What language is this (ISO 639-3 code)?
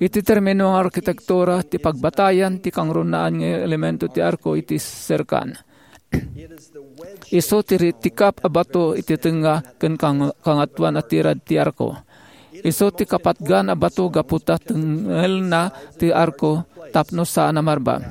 ilo